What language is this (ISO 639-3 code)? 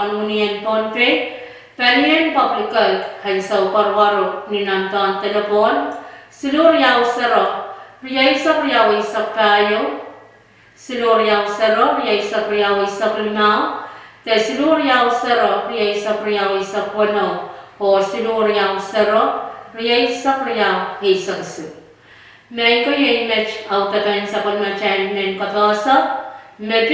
pon